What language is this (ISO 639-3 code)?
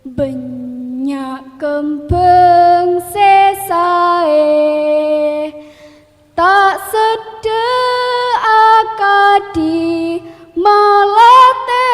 mad